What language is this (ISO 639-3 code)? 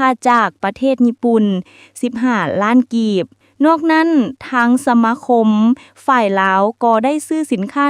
lao